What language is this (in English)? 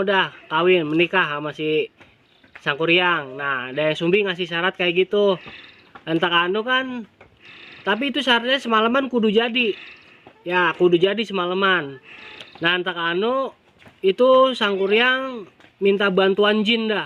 Betawi